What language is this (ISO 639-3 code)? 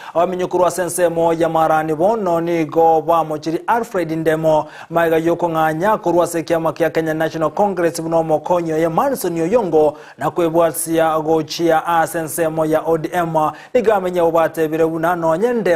guz